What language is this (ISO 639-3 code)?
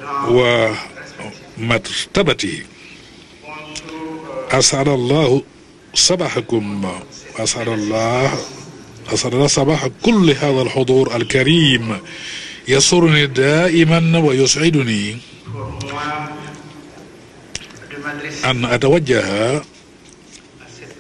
ara